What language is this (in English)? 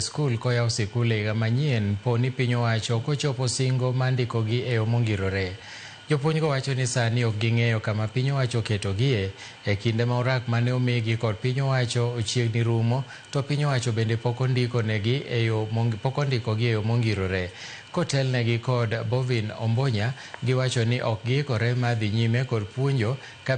Luo (Kenya and Tanzania)